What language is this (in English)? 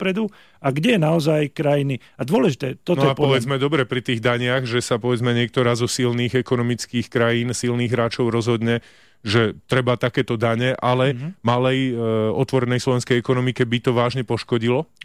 Slovak